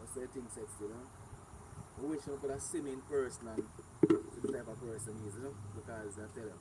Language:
Jamaican Creole English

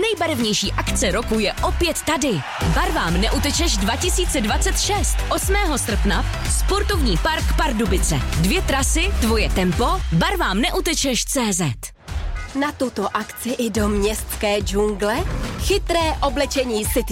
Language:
Czech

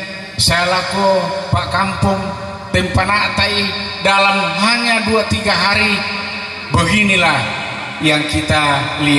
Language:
Toraja-Sa'dan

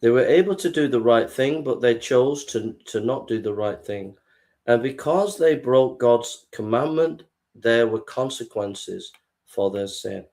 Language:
English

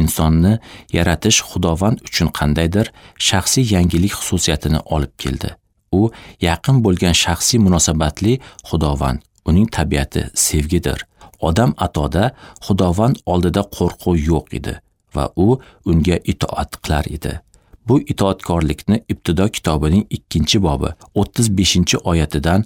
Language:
Uzbek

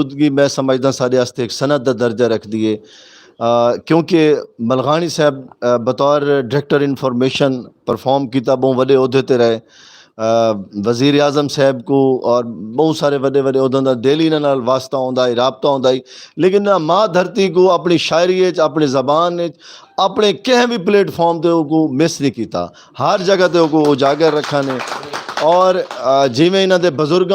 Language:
Saraiki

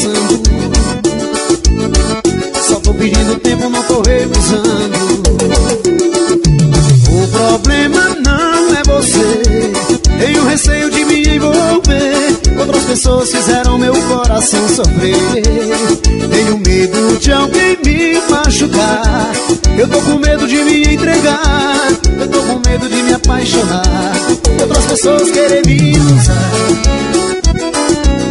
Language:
Portuguese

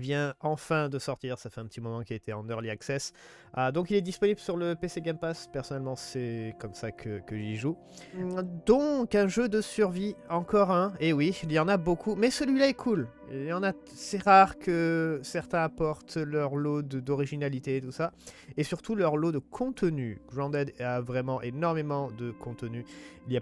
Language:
French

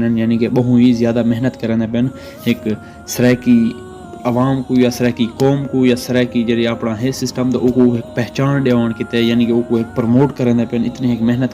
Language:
Saraiki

